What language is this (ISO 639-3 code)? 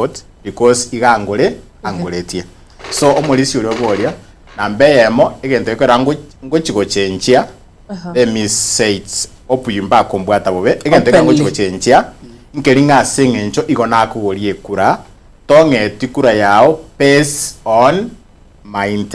guz